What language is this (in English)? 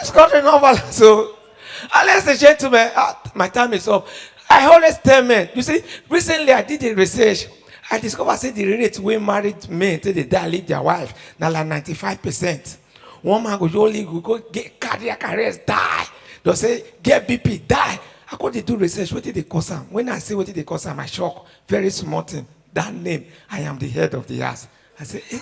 Nigerian Pidgin